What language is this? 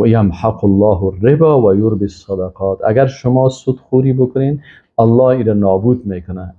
Persian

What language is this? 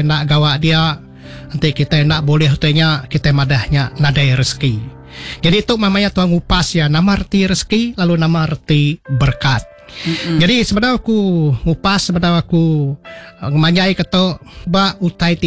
Iban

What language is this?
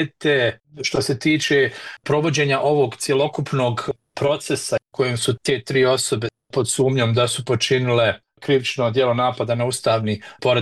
Bosnian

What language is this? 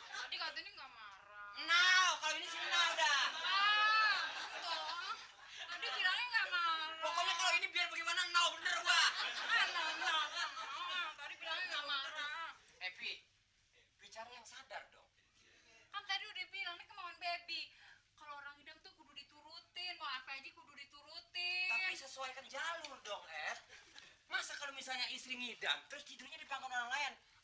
Betawi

